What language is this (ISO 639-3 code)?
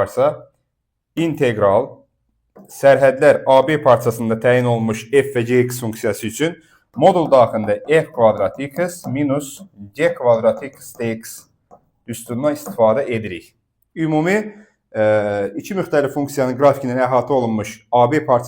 aze